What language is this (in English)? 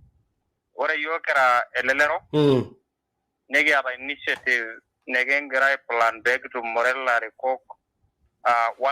Masai